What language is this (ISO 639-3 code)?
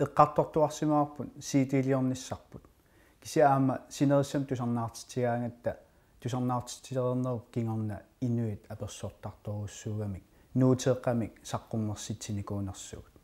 kal